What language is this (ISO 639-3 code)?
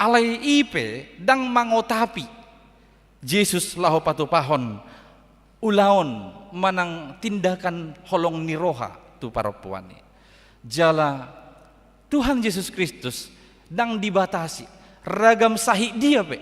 bbc